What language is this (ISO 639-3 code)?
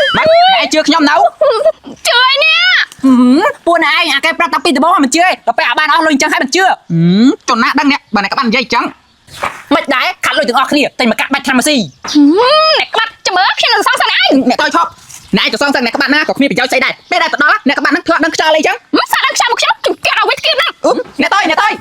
khm